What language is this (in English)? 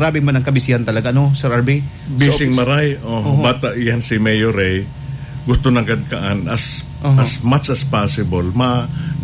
Bikol